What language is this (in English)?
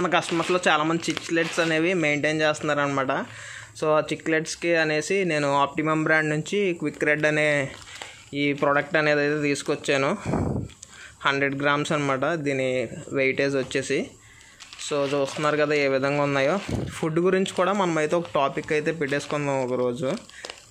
Telugu